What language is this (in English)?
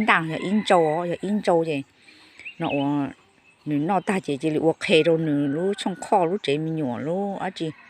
Hmong